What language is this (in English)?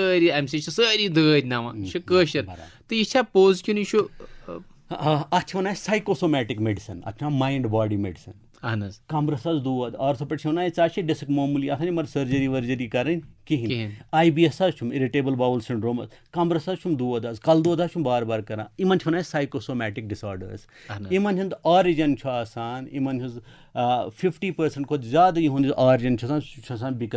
Kashmiri